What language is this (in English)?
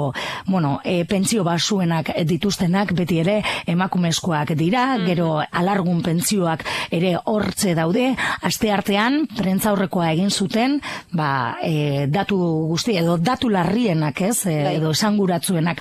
Basque